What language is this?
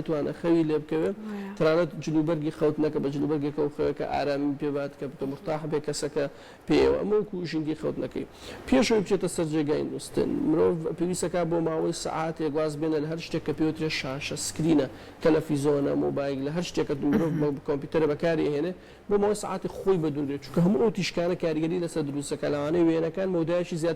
Central Kurdish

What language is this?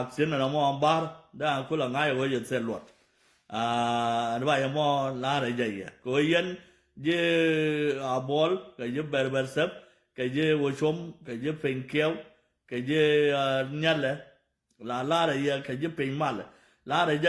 Nuer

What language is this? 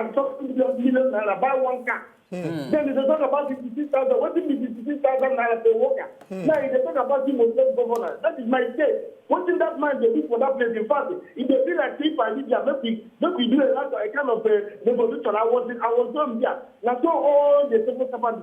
Nigerian Pidgin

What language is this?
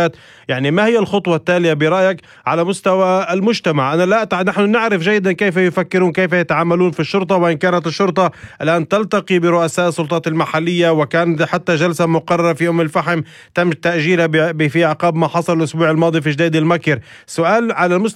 North Levantine Arabic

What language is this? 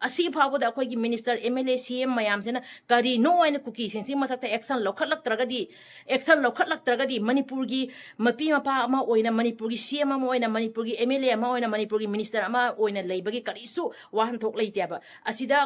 Manipuri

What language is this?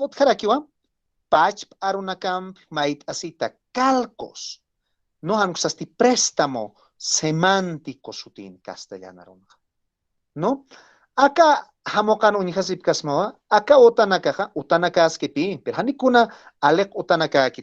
Aymara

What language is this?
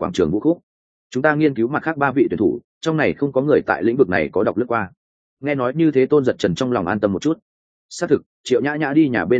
Vietnamese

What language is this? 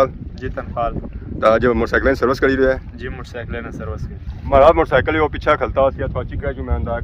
Pahari-Potwari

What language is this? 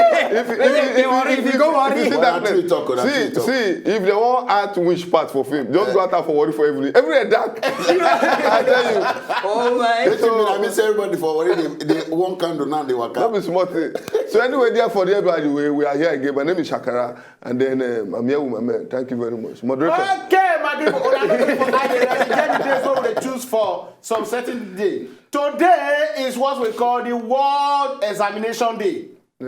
Nigerian Pidgin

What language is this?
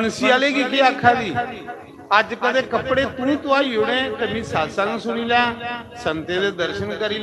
Dogri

